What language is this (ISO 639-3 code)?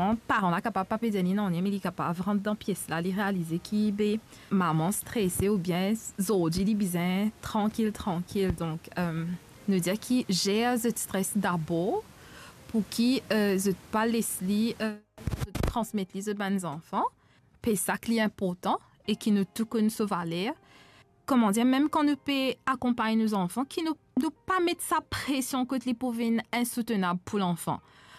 mfe